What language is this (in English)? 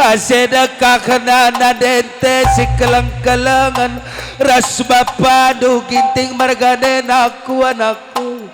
Batak Karo